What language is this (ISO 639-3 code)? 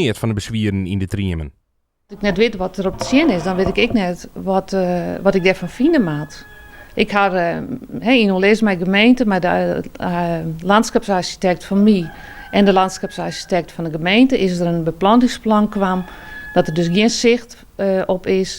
fry